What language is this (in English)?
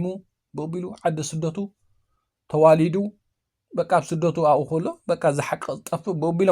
Tigrinya